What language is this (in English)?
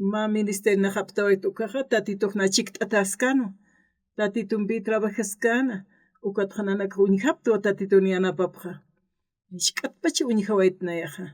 Aymara